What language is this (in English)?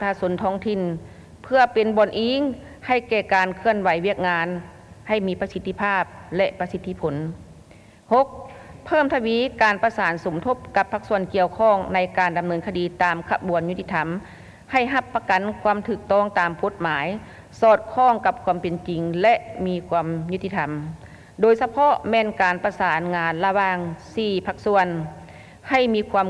Lao